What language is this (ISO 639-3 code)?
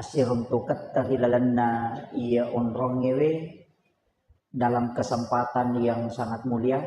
bug